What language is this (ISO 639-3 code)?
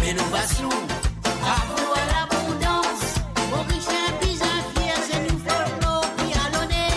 mfe